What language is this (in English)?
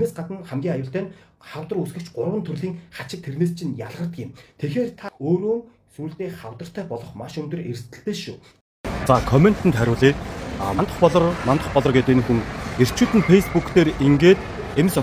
Mongolian